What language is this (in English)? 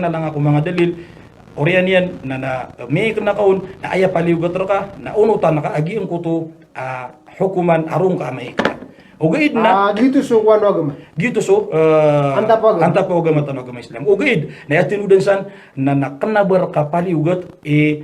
Maranao